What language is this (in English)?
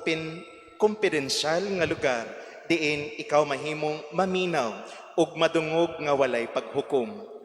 Cebuano